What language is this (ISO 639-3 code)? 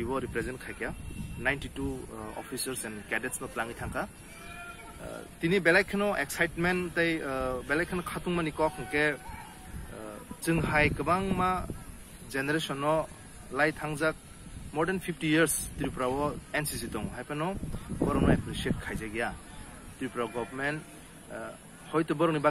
trp